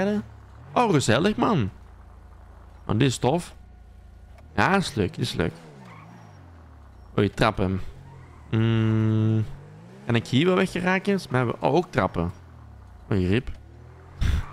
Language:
Dutch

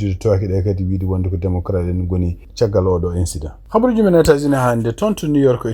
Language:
Fula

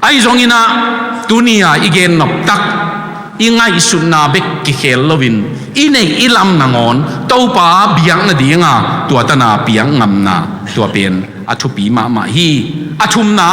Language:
Tedim Chin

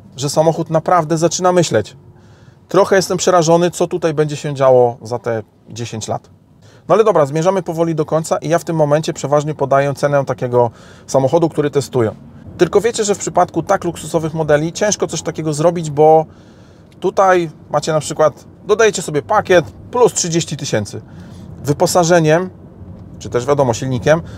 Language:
Polish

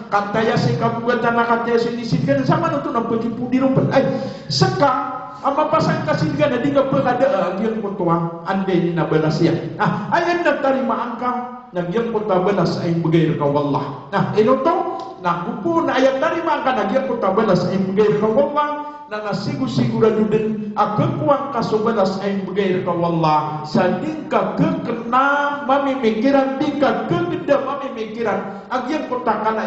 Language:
Maranao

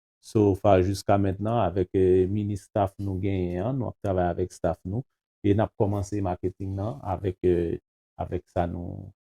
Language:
Haitian Creole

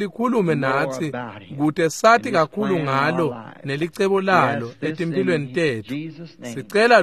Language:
Swati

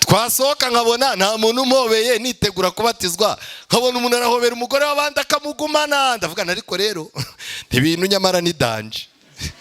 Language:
Kinyarwanda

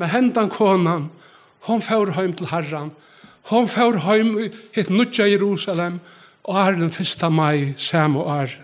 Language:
Faroese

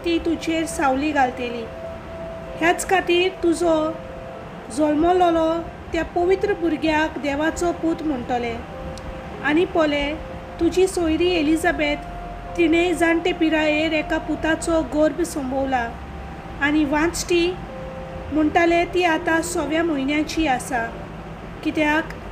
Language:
Konkani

